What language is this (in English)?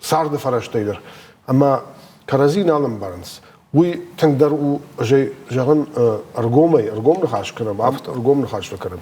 Ossetic